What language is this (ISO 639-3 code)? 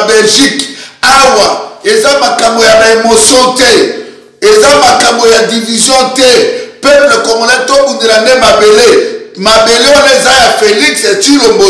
lin